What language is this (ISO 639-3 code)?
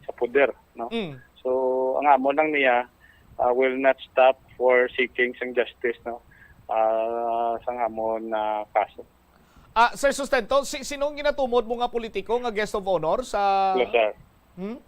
hil